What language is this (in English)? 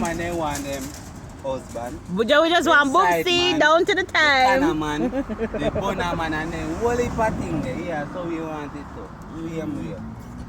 Jamaican Creole English